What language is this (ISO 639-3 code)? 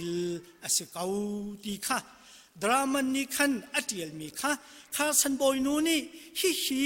cnh